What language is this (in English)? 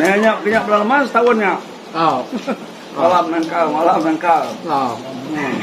Iban